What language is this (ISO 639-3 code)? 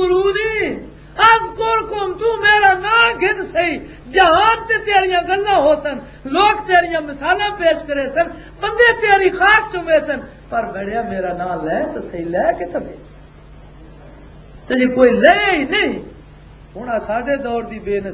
lah